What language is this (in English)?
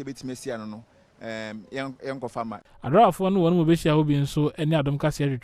Akan